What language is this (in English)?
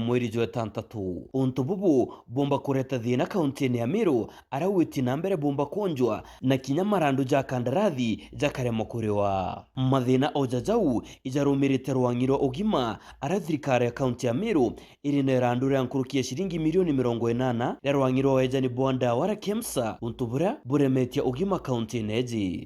Meru